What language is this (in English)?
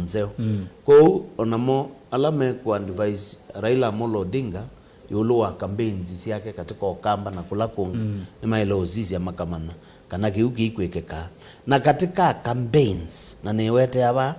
Kamba